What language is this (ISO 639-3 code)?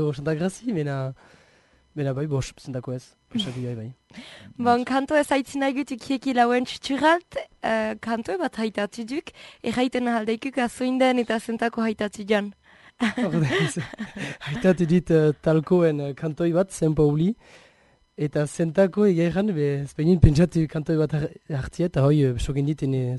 eus